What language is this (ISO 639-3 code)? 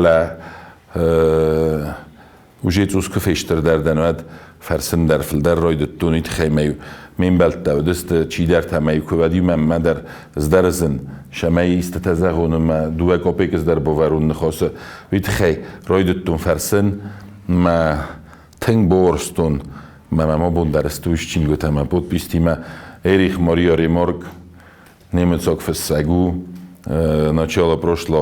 oss